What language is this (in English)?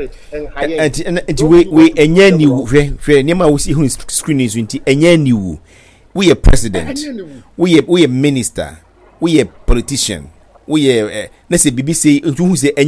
Akan